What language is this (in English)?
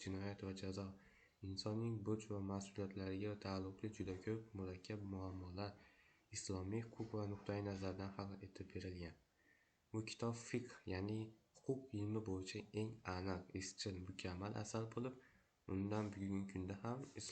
Uzbek